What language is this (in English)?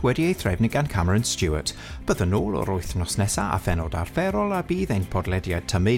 Welsh